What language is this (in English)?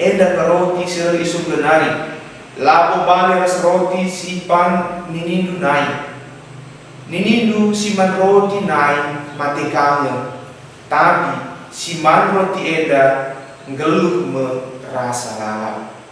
Batak Karo